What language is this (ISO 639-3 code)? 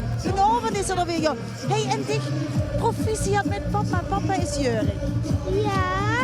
lim